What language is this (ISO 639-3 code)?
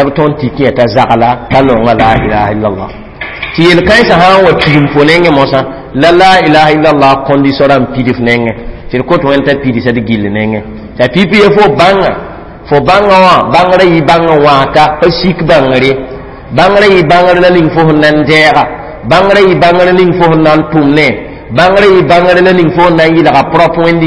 mos